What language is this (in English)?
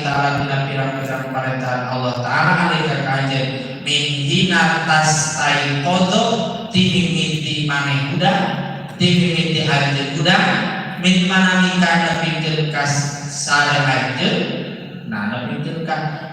Sundanese